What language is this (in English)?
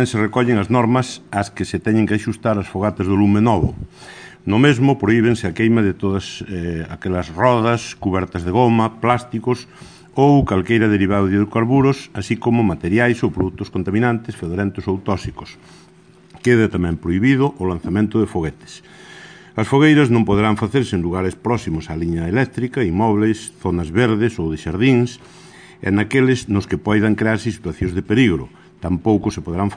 Galician